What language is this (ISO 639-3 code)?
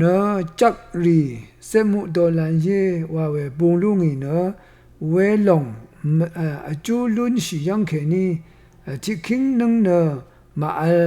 raw